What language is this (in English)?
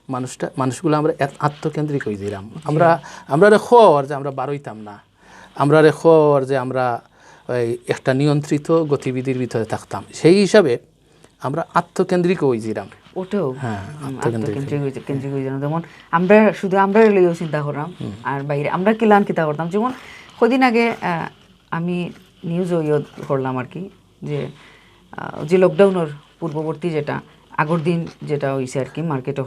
Sylheti